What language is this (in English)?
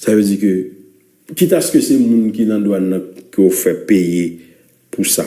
Haitian Creole